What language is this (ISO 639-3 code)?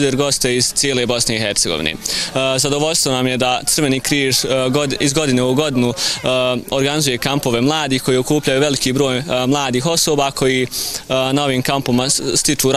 bos